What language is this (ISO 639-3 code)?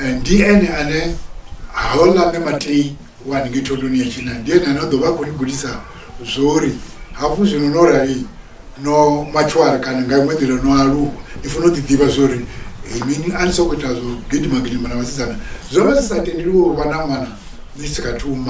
ven